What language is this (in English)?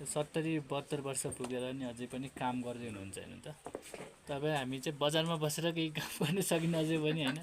Nepali